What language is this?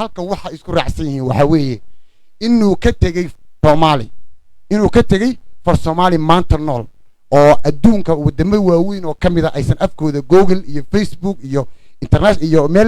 Somali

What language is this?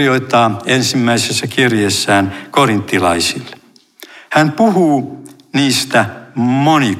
Finnish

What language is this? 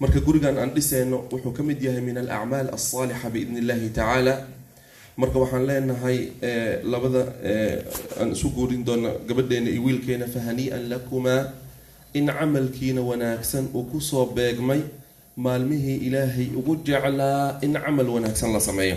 Somali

